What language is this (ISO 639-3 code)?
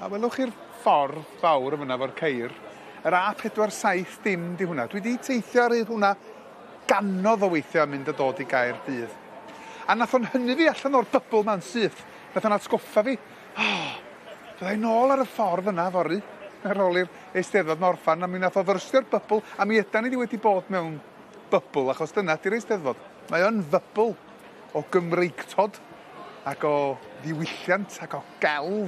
cym